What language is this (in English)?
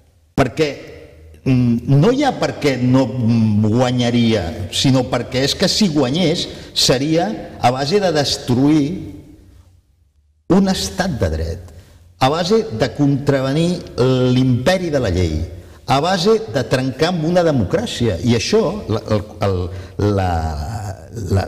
Catalan